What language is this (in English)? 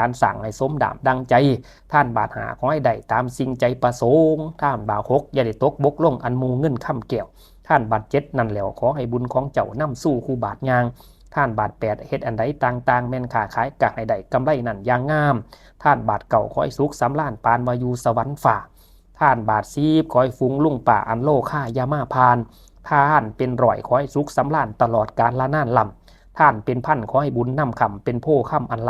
Lao